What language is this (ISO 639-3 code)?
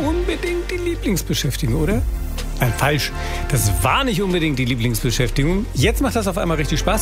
deu